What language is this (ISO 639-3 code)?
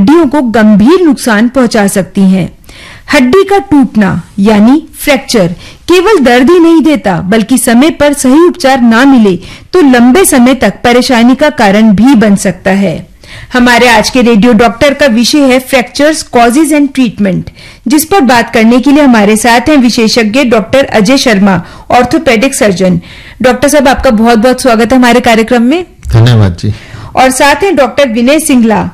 hin